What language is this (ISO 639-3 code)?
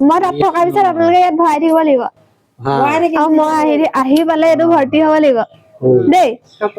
asm